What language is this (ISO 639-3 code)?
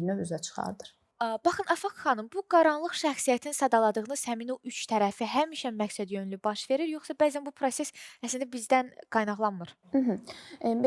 aze